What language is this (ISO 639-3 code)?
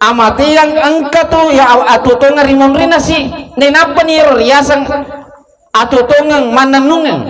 bug